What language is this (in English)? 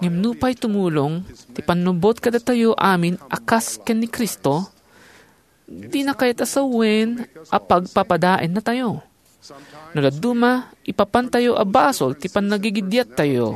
Iloko